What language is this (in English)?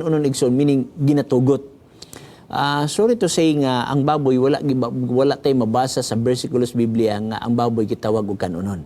Cebuano